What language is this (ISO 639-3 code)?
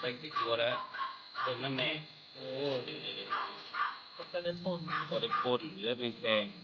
tts